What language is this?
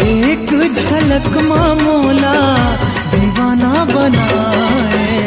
Chhattisgarhi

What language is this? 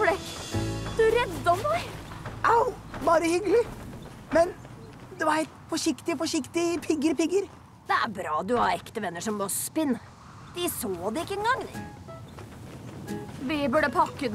Norwegian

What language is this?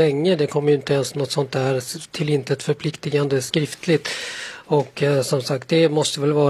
Swedish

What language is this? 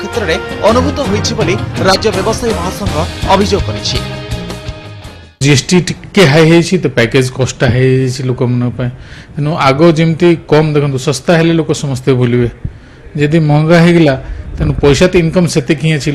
Odia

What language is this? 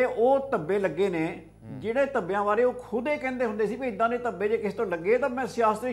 Punjabi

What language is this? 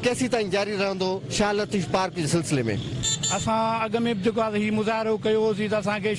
Sindhi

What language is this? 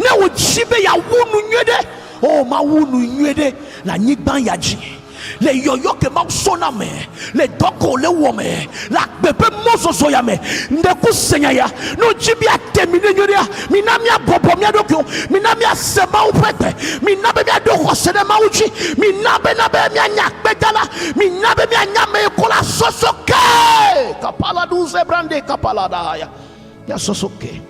Ewe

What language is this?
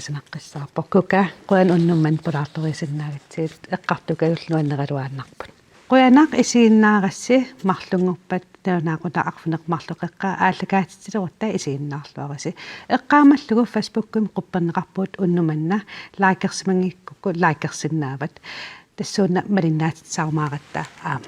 Kalaallisut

